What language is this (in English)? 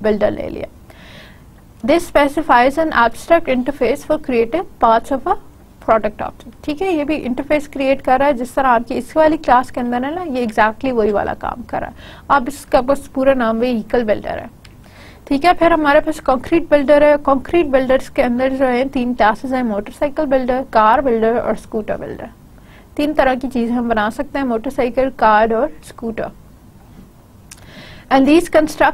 Hindi